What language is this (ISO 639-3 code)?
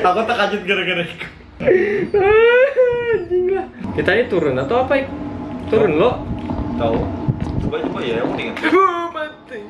bjn